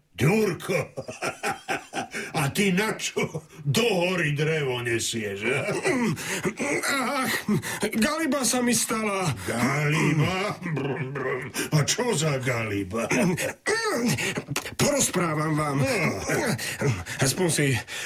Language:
Slovak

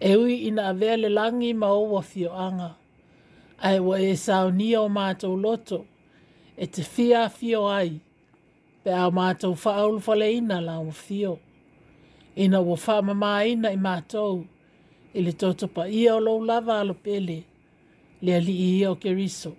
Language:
Samoan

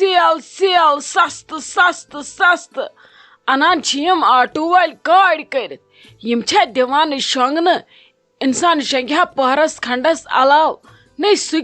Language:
Kashmiri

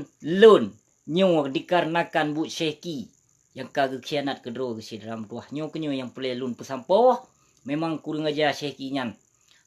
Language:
Achinese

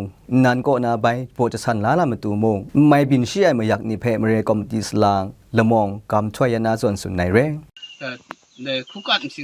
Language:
Kachin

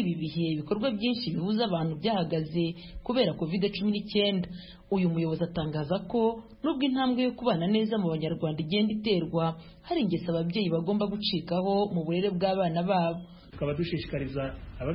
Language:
Kinyarwanda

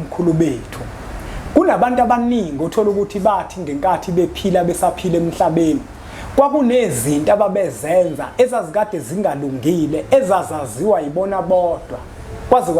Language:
Zulu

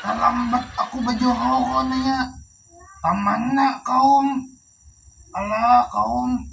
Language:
Banjar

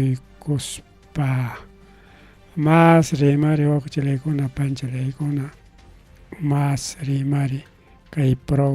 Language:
Ayacucho Quechua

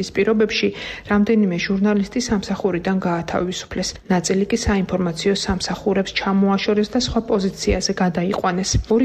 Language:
Georgian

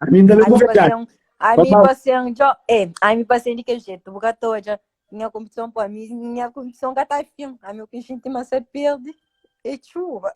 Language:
Kabuverdianu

